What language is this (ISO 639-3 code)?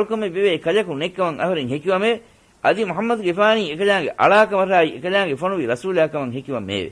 div